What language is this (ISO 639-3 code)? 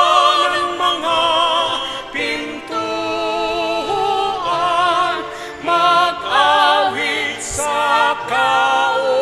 bik